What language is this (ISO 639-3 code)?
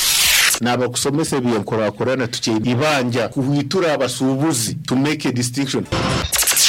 nyo